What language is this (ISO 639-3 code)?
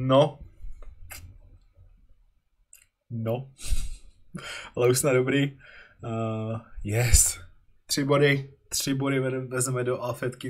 ces